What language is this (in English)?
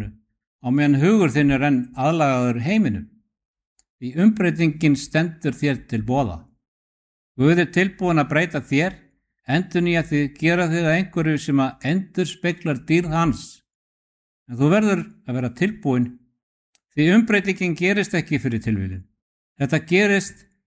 Icelandic